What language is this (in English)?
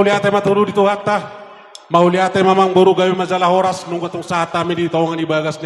Batak Toba